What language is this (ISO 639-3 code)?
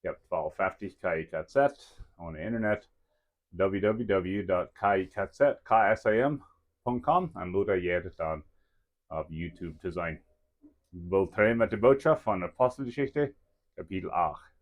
pdt